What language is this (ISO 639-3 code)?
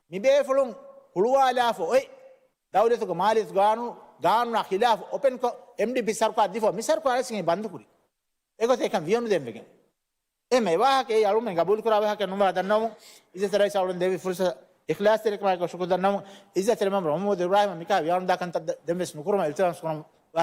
div